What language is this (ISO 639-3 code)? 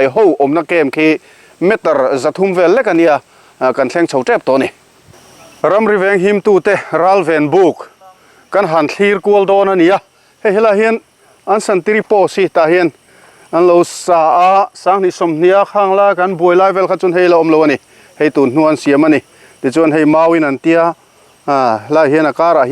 lus